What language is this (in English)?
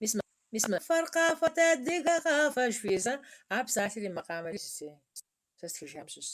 Kabardian